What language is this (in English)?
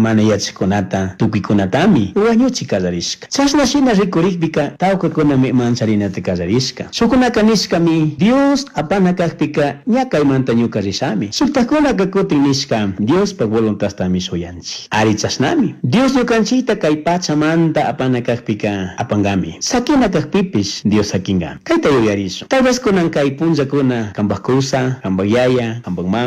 Chimborazo Highland Quichua